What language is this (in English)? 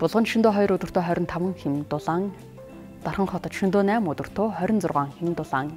Mongolian